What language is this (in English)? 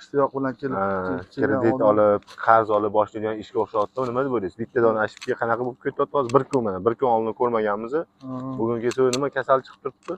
Uzbek